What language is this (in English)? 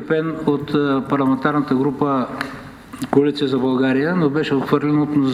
Bulgarian